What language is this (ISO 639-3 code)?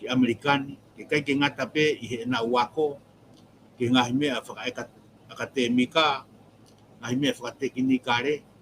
ton